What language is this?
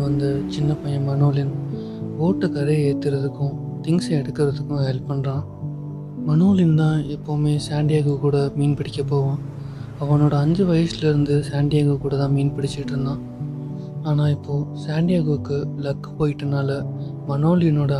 Tamil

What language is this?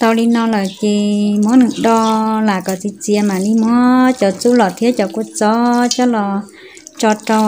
Hmong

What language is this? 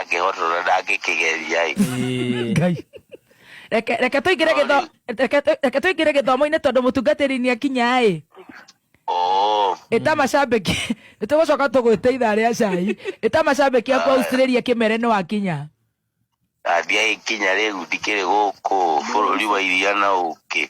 Kikuyu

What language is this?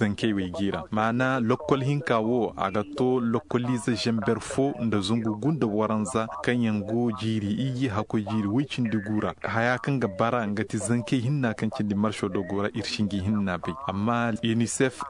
Zarma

